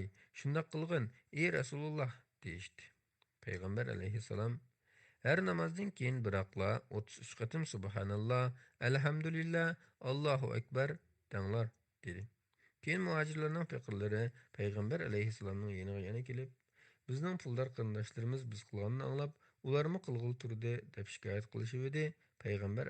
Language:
Uyghur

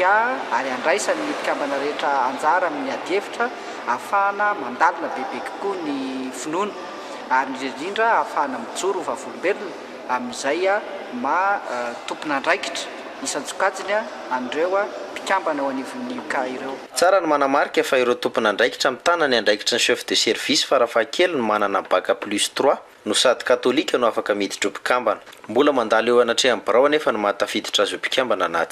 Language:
Malagasy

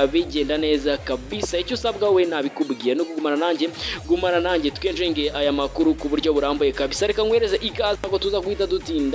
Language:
Kinyarwanda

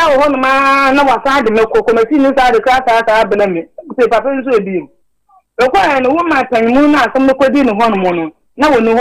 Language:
Akan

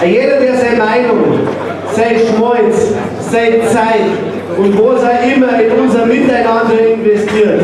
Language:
Bavarian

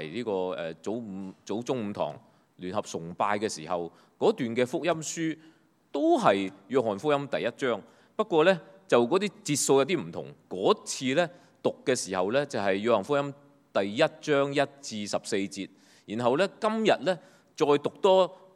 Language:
Cantonese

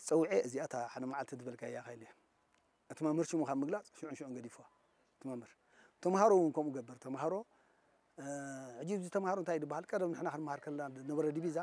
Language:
Tigrinya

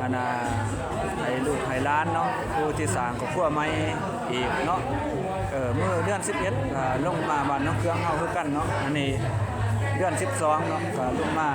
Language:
Lao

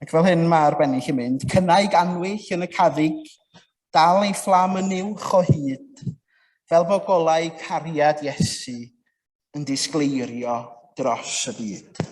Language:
Welsh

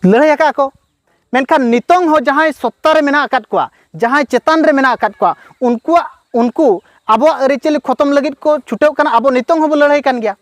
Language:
Santali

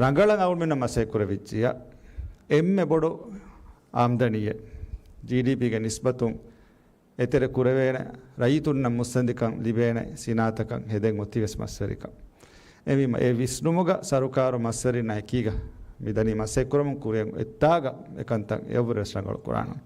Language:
Divehi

